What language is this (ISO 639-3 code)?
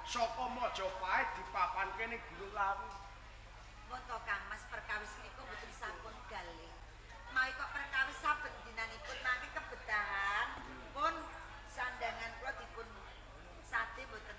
jav